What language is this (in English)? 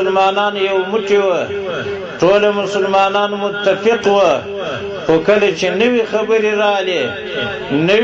Pashto